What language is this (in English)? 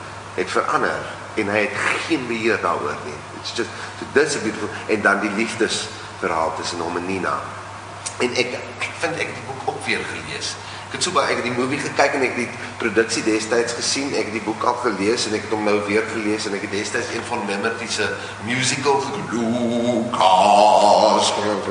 Afrikaans